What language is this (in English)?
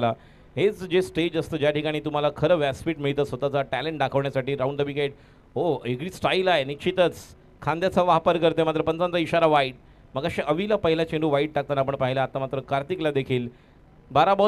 Marathi